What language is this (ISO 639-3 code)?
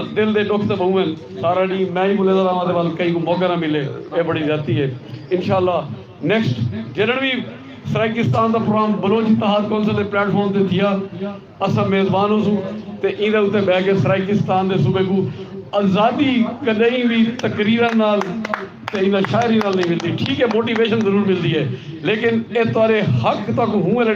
skr